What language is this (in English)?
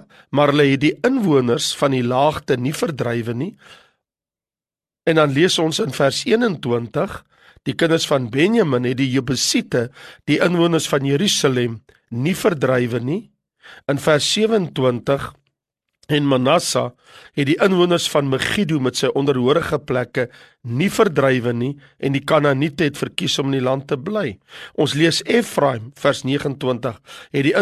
Afrikaans